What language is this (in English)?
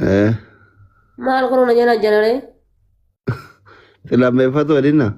Oromo